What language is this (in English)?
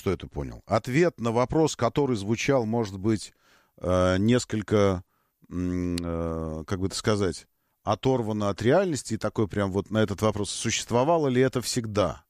Russian